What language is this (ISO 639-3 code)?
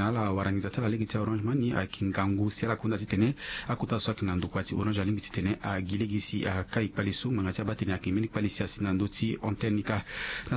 sag